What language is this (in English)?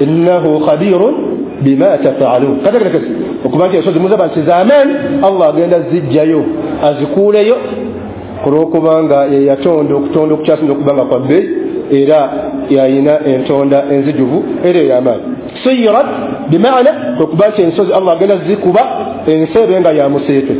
Ganda